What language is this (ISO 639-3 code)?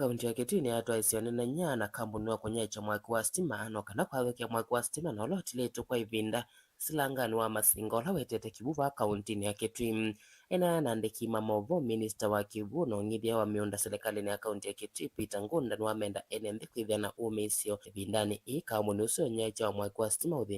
kam